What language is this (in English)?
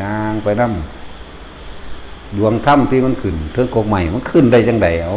Northeastern Thai